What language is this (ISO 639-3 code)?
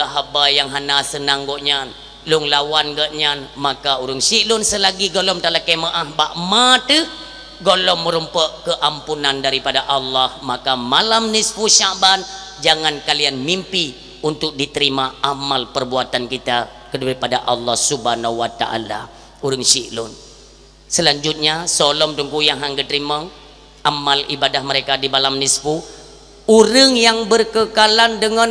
ace